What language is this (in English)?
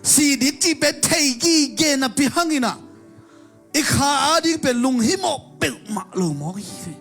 Tedim Chin